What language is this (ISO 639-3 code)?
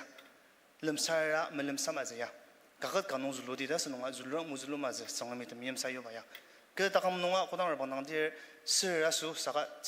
njo